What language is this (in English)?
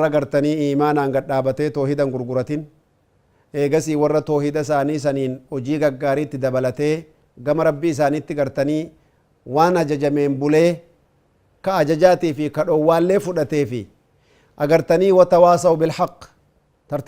Oromo